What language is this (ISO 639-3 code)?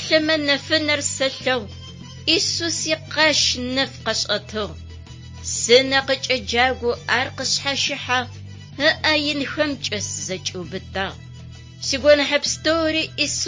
ady